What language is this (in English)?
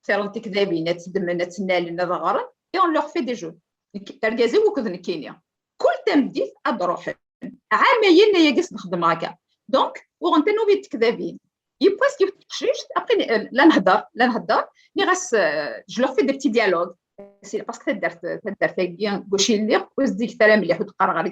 Kabyle